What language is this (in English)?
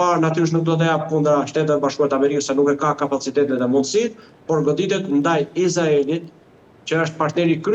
Albanian